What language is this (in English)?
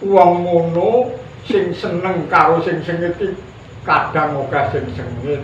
Javanese